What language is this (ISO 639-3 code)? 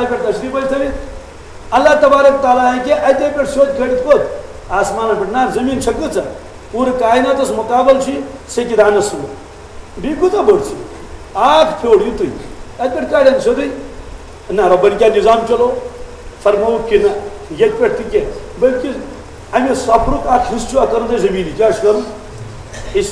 kas